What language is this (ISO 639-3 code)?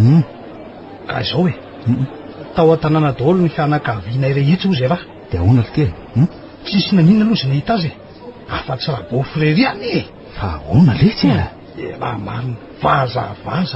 mlg